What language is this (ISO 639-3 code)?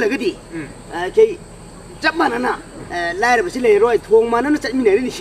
mni